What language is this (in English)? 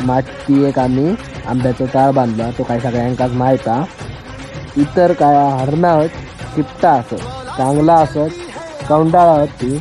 Konkani